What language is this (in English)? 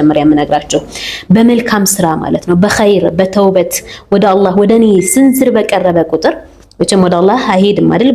Amharic